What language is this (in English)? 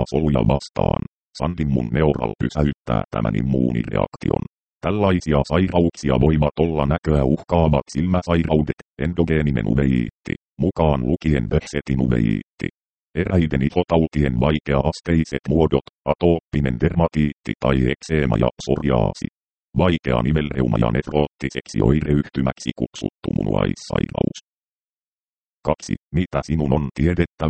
Finnish